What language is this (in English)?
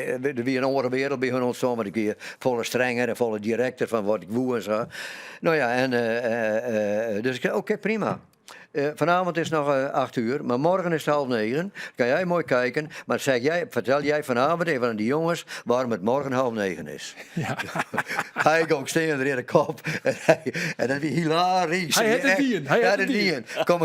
Western Frisian